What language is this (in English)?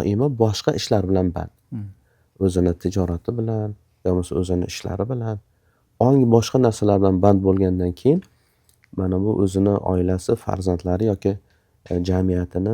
Uzbek